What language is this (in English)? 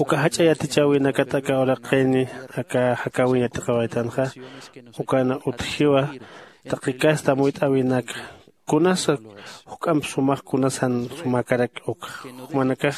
Aymara